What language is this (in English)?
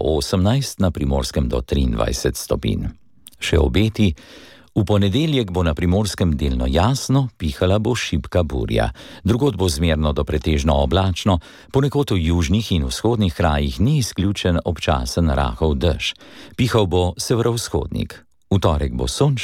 Slovenian